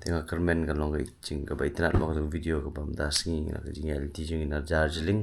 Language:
Khasi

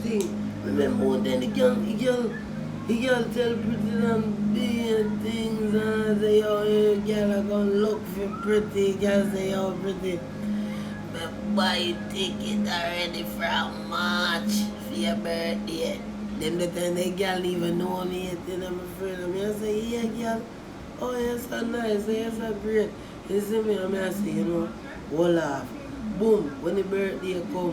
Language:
Jamaican Creole English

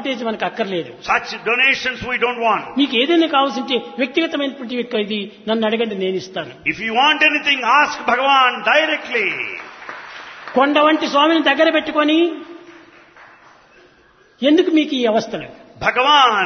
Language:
Telugu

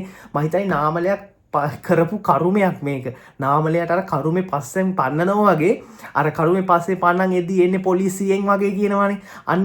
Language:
Sinhala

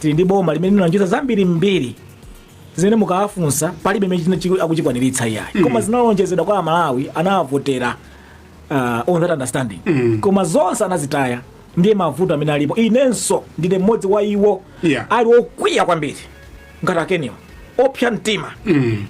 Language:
Nyanja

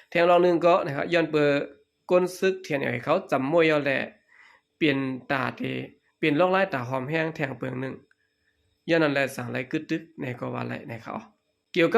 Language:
Shan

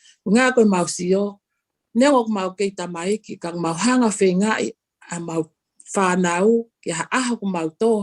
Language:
Tongan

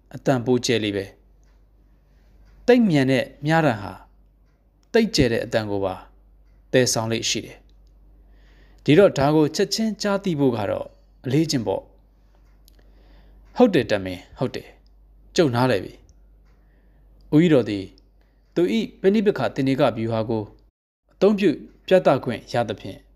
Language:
Burmese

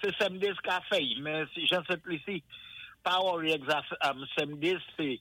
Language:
Saint Lucian Creole French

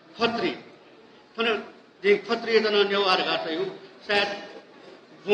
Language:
Newari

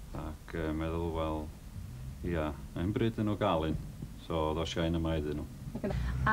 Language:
Welsh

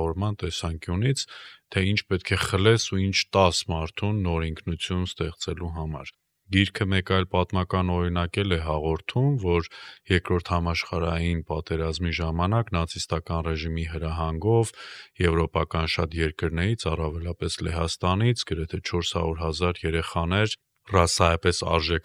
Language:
Armenian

